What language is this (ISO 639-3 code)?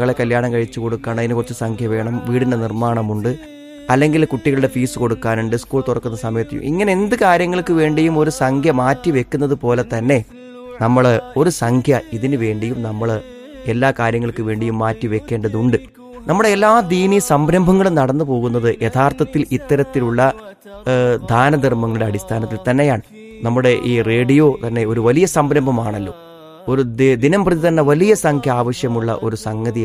mal